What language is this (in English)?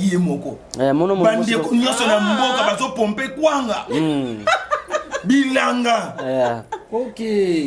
Lingala